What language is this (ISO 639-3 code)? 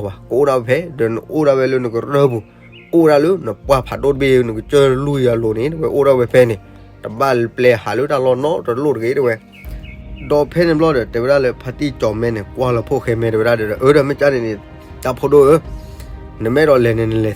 ksw